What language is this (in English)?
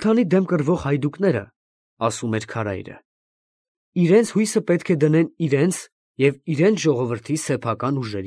Armenian